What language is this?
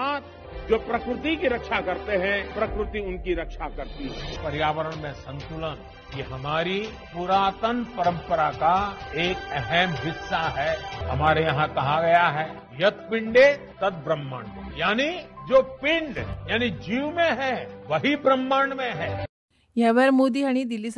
Konkani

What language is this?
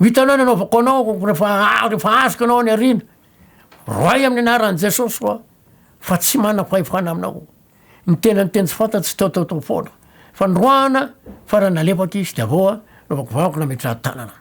Malagasy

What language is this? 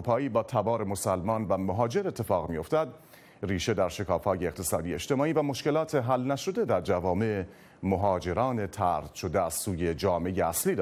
Persian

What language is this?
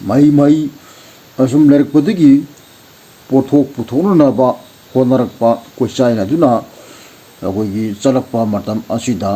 Manipuri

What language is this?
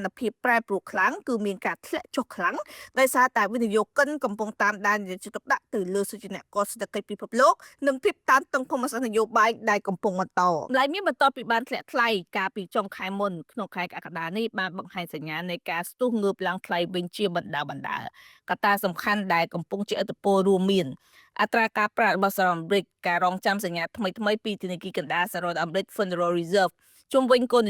Khmer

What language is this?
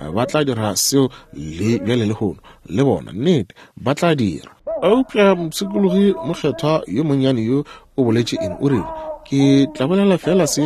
Northern Sotho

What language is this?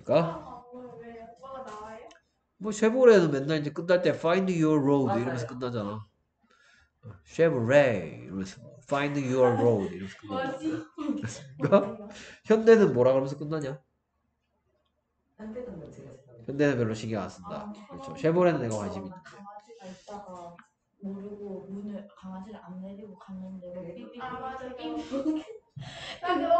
Korean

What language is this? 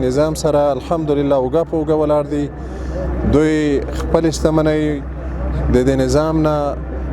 Pashto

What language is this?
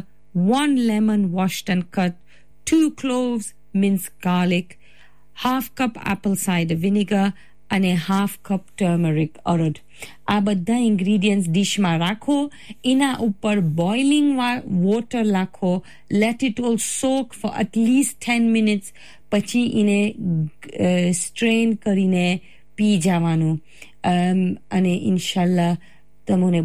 Gujarati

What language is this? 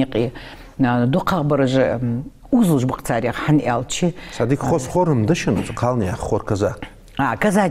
Ingush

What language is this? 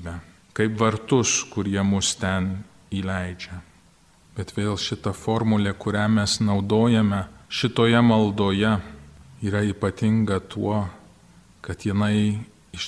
Lithuanian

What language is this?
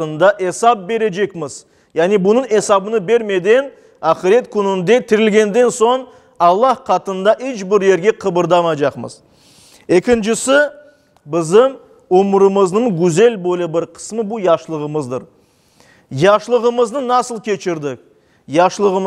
Crimean Tatar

